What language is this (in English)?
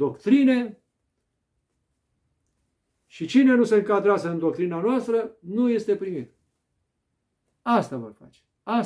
Romanian